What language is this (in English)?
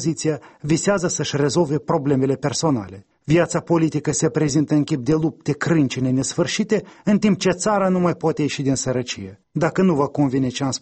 Romanian